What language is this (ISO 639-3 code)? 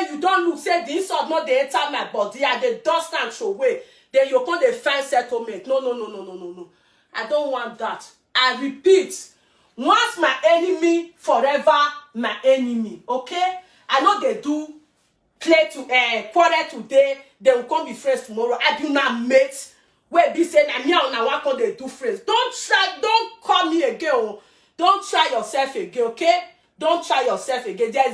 pcm